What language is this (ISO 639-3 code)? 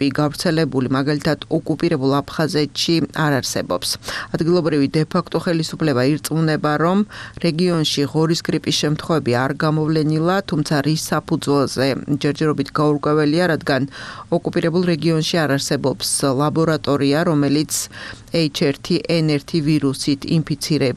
kat